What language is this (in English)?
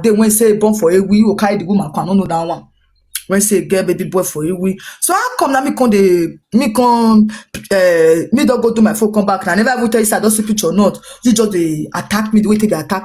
Nigerian Pidgin